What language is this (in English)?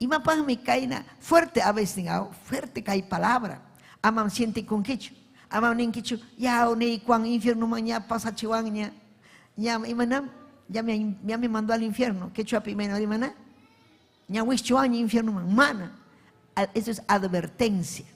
Ayacucho Quechua